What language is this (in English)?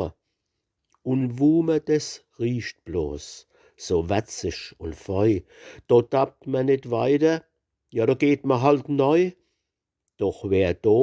Palatine German